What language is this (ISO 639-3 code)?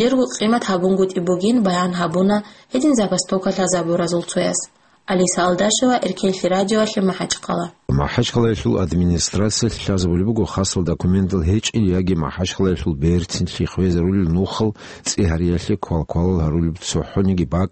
ava